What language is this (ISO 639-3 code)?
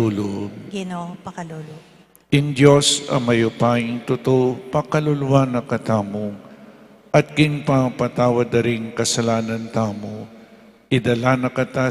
pam